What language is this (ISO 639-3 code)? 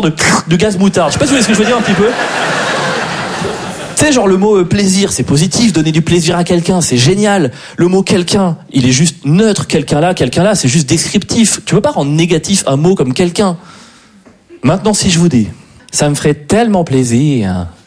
fra